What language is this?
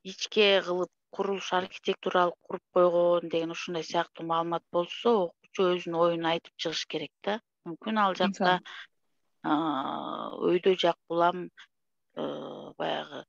Kyrgyz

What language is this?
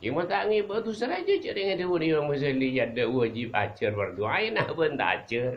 Madurese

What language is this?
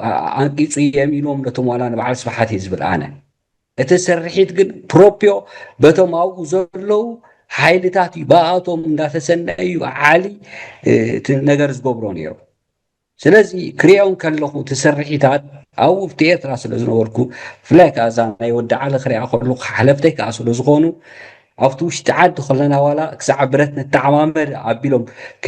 Tigrinya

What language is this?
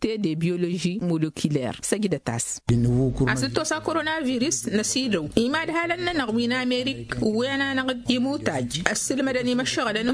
Tamasheq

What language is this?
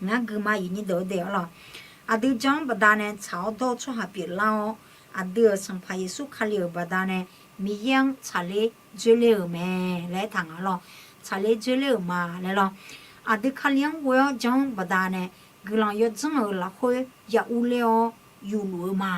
Akha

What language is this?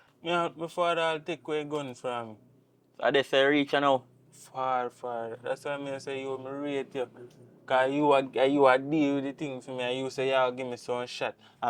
Jamaican Creole English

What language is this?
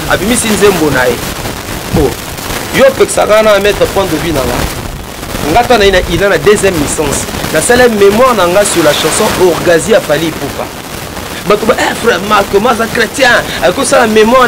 Lingala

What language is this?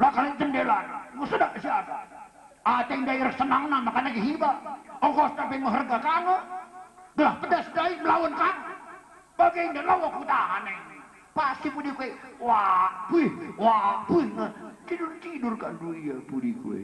Batak Karo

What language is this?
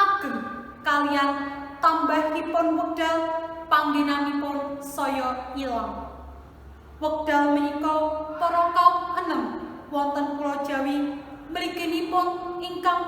Javanese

